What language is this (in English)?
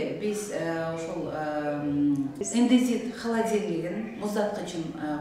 Kyrgyz